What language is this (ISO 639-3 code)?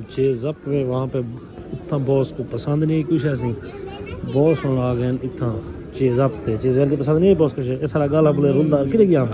skr